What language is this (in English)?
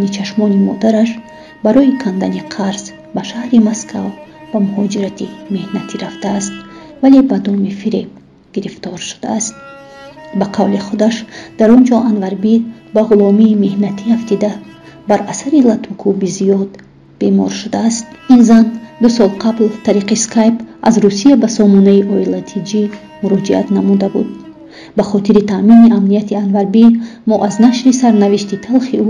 Tajik